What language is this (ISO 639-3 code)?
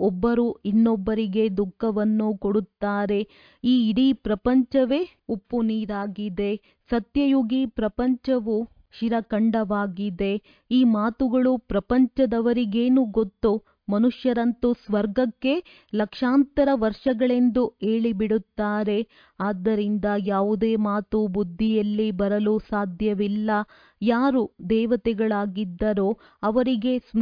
kan